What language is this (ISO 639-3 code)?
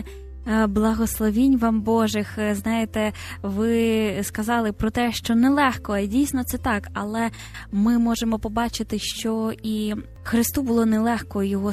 ukr